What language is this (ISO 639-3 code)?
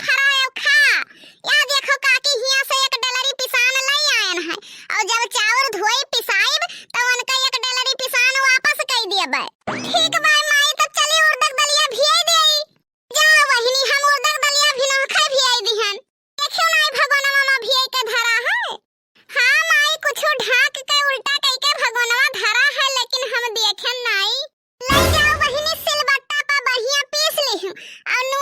awa